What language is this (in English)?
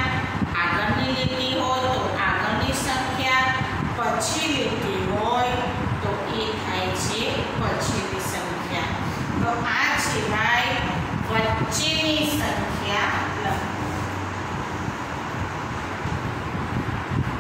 Gujarati